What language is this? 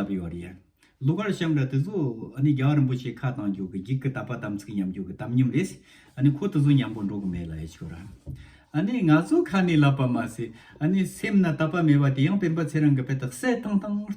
Tibetan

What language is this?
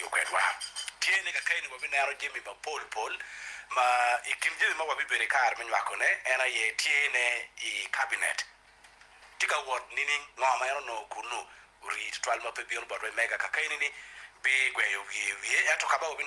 Acoli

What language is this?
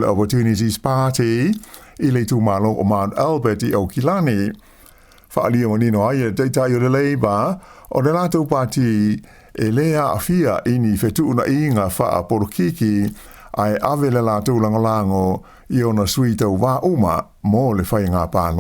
Samoan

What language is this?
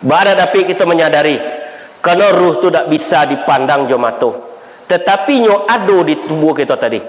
Minangkabau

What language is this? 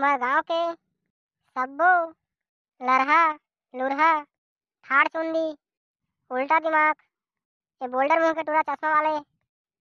Chhattisgarhi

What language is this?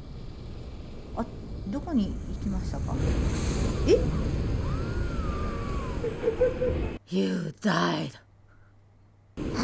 Japanese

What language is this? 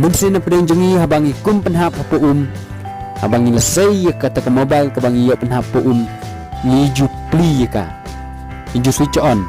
Khasi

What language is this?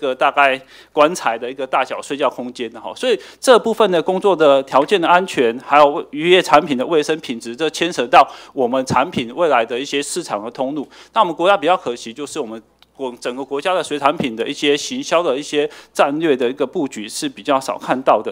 Chinese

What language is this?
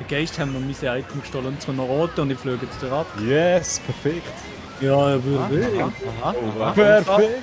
Swiss German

